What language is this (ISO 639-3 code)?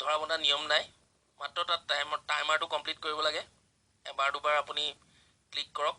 asm